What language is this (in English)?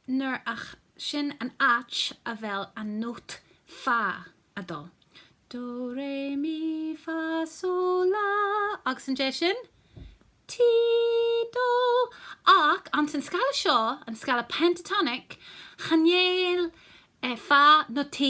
Scottish Gaelic